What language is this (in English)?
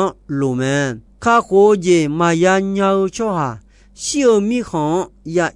Akha